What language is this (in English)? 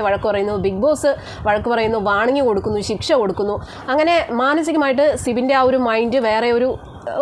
Malayalam